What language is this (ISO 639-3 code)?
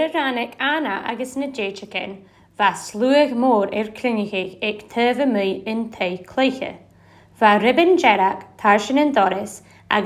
gla